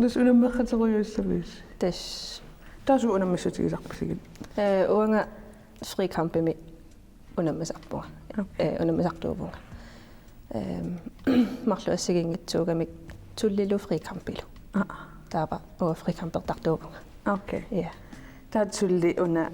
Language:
Kalaallisut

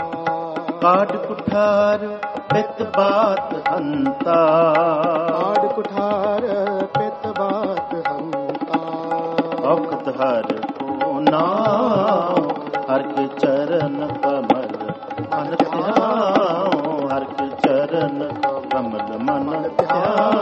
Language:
Punjabi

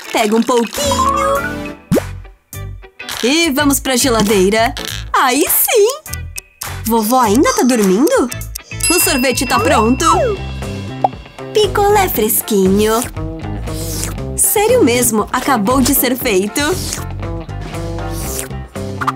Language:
Portuguese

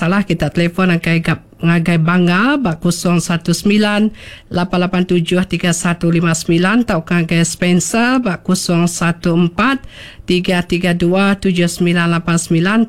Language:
Iban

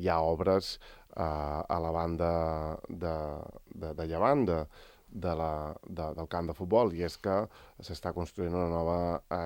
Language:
Catalan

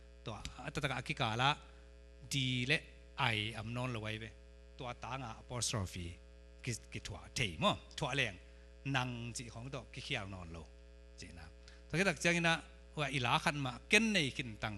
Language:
Tedim Chin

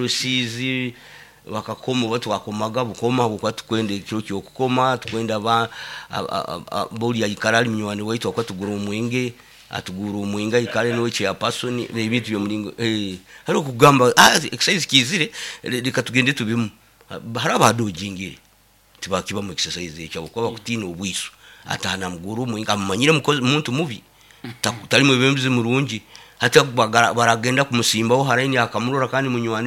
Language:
Nyoro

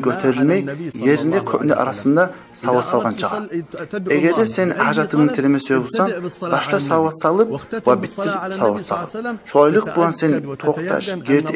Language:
Kumyk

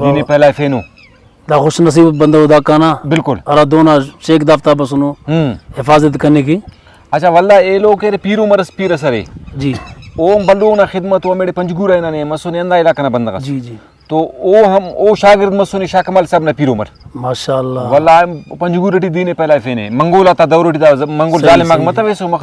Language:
Brahui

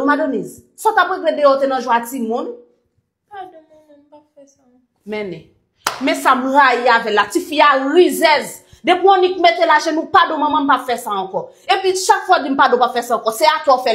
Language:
Haitian Creole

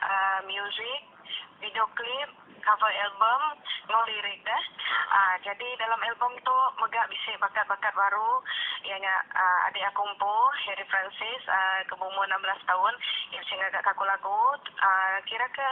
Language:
Iban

